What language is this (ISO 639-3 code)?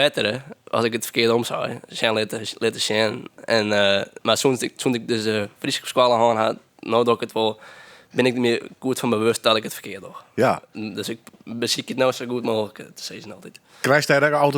fry